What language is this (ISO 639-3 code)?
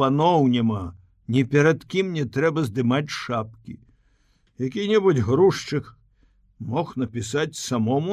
bel